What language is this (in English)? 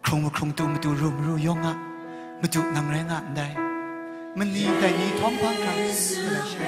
Kachin